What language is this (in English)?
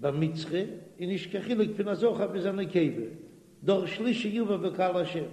Yiddish